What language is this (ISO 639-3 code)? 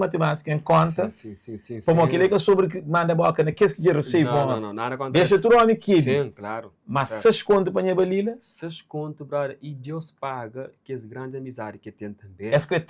kea